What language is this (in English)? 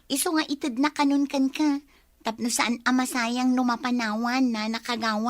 Iloko